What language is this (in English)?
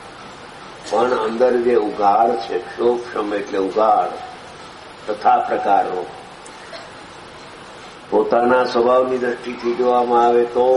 Gujarati